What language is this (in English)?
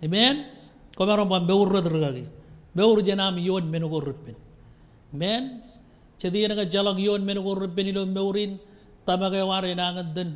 Marshallese